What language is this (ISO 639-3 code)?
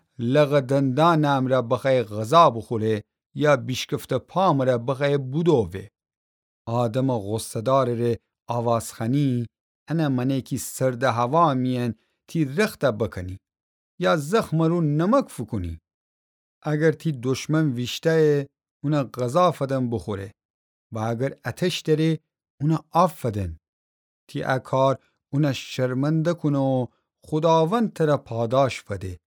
glk